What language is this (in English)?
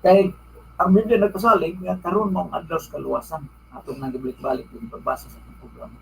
Cebuano